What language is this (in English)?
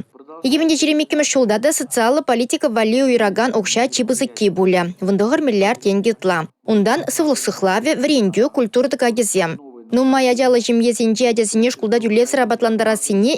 Chuvash